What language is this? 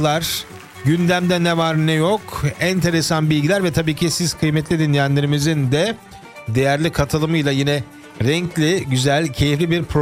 Turkish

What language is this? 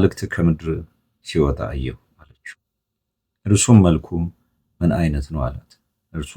Amharic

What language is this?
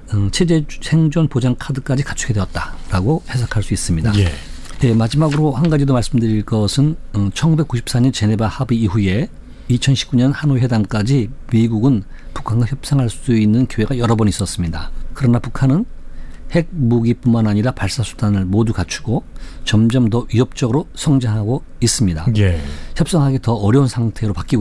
Korean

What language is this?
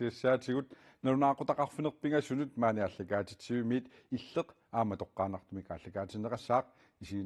Kalaallisut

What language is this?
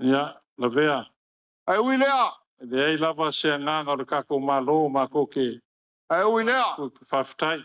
Samoan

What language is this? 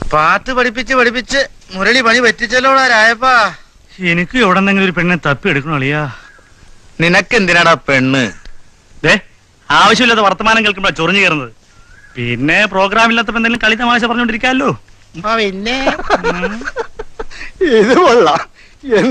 Malayalam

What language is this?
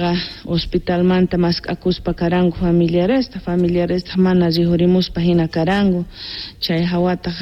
South Bolivian Quechua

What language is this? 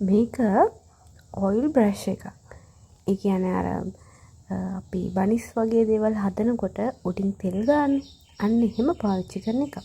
Sinhala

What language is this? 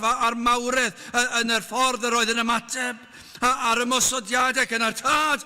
Welsh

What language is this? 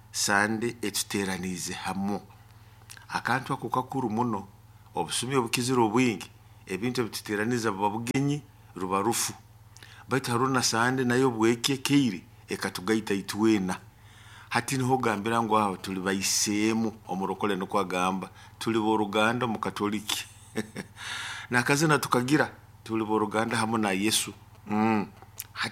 Nyoro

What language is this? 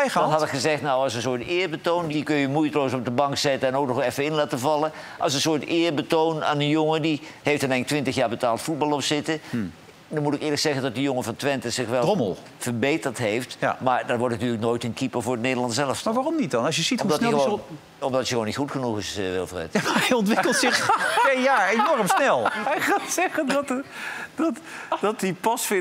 Dutch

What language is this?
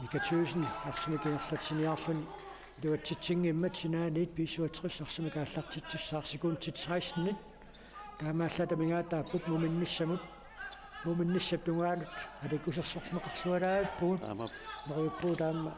Kalaallisut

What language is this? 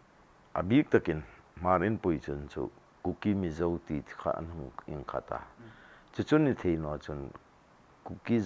Hmar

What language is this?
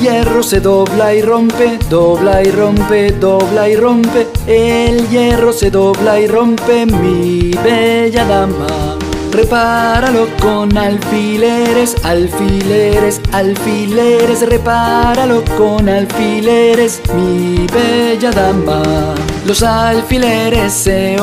Spanish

